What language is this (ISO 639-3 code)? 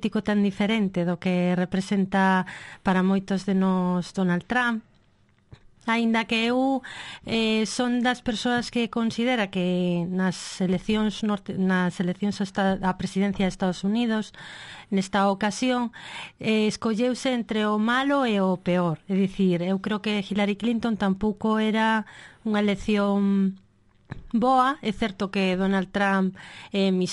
glg